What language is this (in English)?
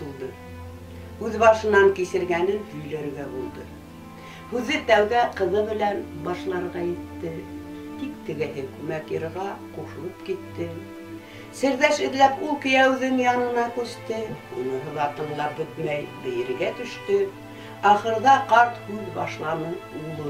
Bashkir